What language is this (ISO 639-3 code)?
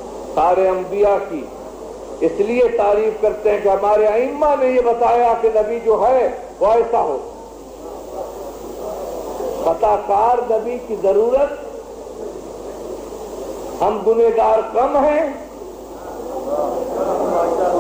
urd